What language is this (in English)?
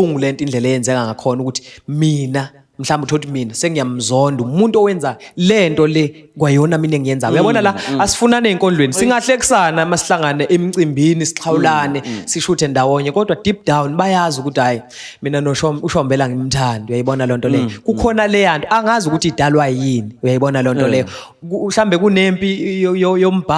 Zulu